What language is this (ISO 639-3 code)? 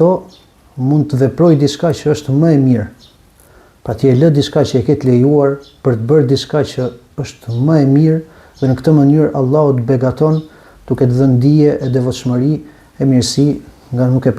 sqi